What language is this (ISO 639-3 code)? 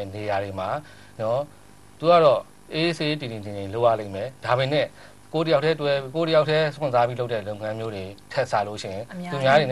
mya